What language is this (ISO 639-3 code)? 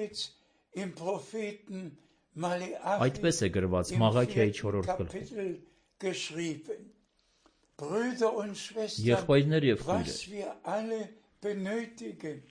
hye